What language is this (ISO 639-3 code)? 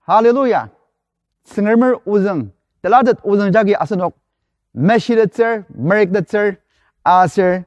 njo